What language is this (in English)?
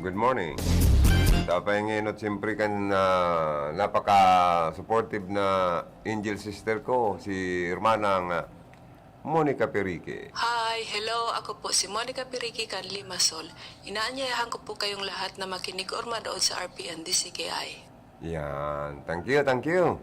Bikol